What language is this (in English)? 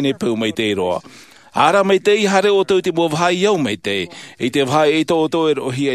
Tahitian